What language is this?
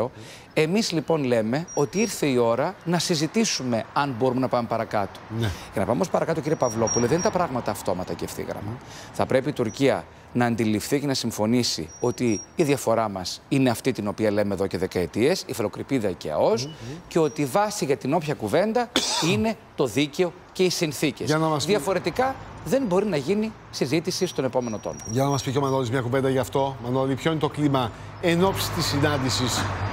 Greek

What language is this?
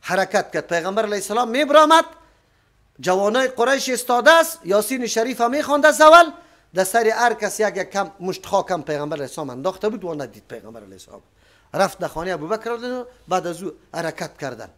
Persian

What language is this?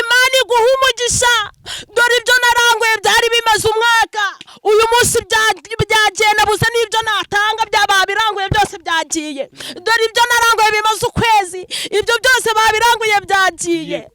Kinyarwanda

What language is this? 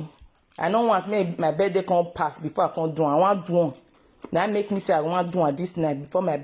Nigerian Pidgin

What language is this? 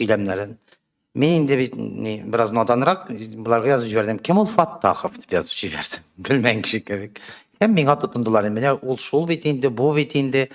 Tatar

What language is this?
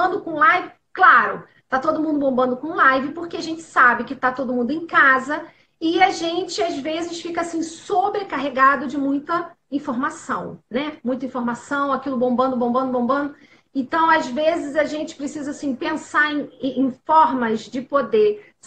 Portuguese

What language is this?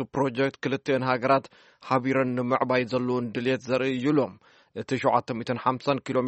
Tigrinya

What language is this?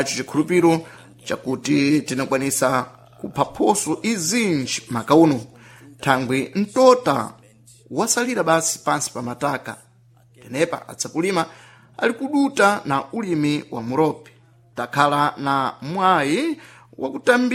Sena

